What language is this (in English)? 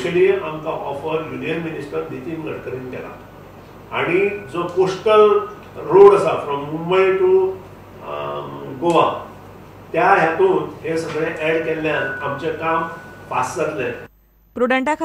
Konkani